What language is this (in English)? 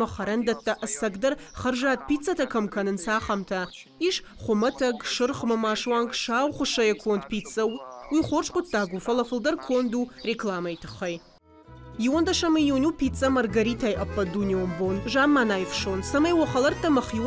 Ossetic